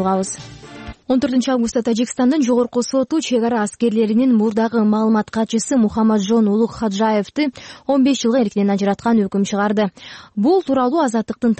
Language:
Kyrgyz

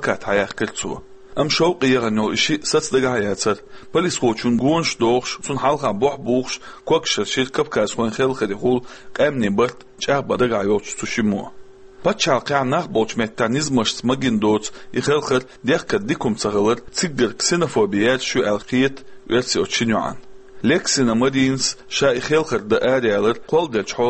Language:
Chechen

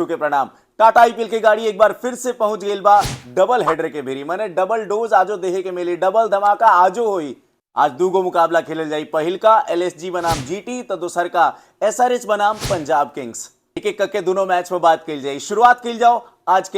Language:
Bhojpuri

